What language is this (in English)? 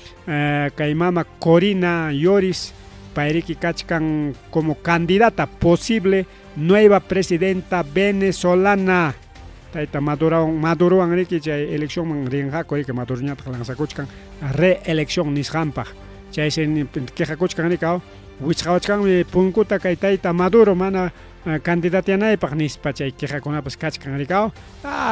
Ayacucho Quechua